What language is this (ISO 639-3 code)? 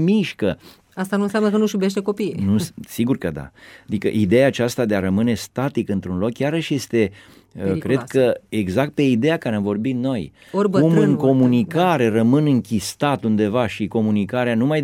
ron